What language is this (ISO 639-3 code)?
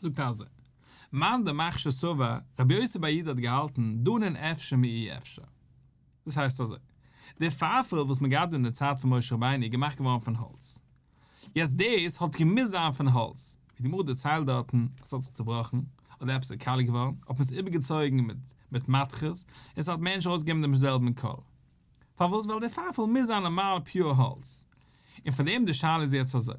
yid